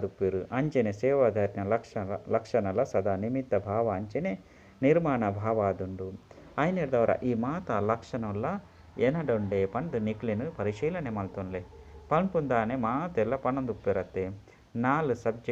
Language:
Tulu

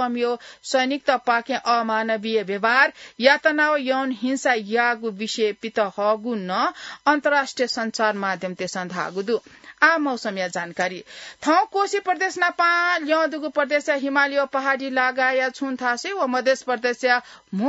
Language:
Newari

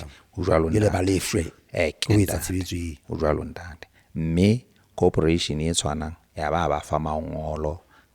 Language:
Southern Sotho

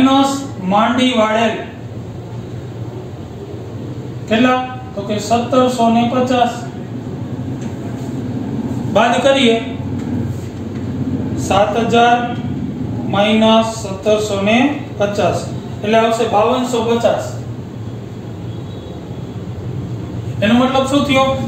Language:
Gujarati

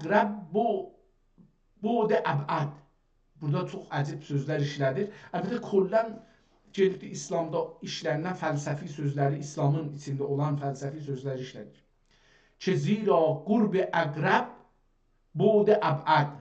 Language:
South Azerbaijani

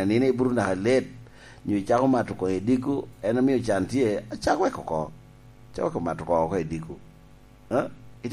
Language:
Lango (Uganda)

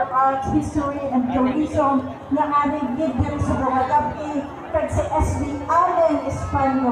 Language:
Hiligaynon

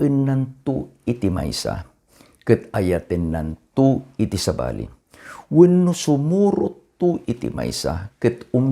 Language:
Iloko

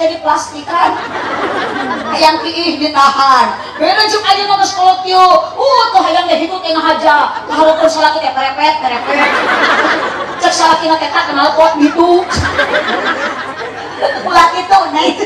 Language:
Sundanese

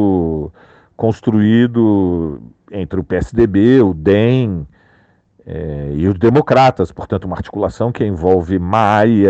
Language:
Portuguese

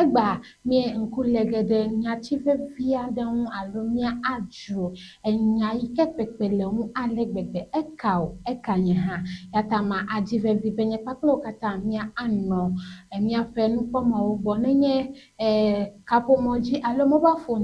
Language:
Ewe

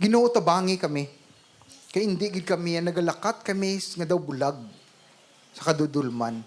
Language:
Hiligaynon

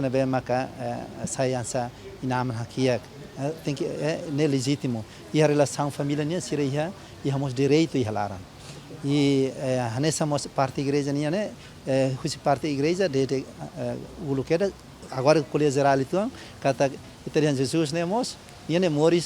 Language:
Tetum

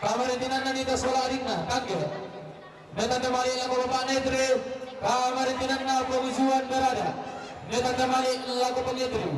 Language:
Toraja-Sa'dan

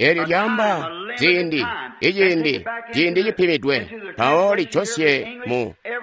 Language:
Tonga (Zambia)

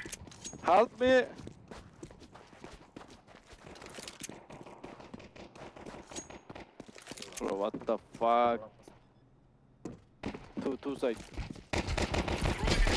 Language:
Romanian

